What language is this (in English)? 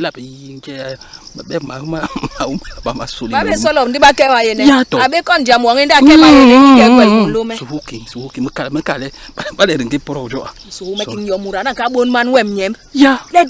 Basaa